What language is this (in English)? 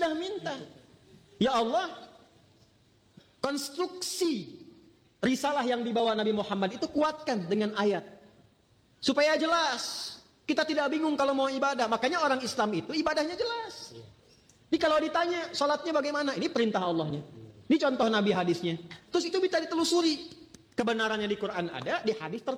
Indonesian